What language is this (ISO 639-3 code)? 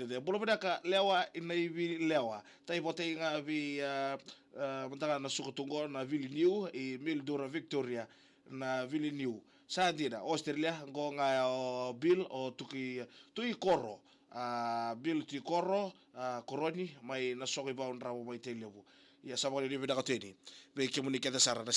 fij